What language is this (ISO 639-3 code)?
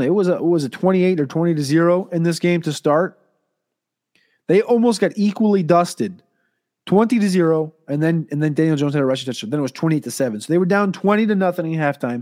eng